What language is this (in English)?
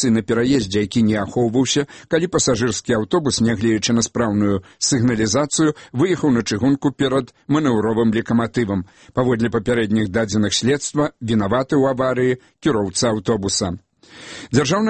Belarusian